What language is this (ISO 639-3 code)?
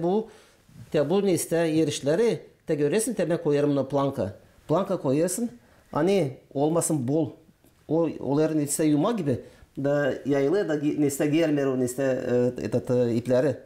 gag